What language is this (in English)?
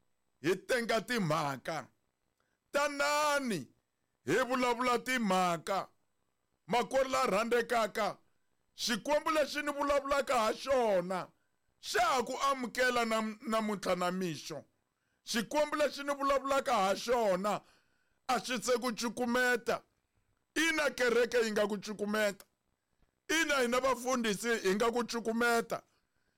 Tsonga